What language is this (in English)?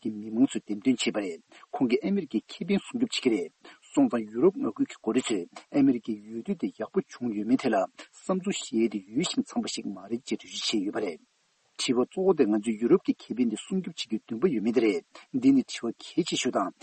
Tibetan